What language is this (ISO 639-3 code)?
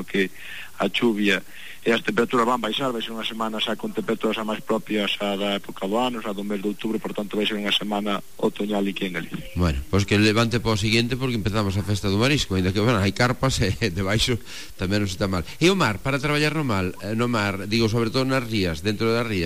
glg